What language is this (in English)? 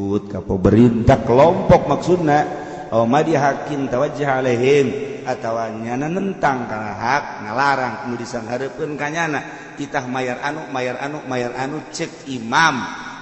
Sundanese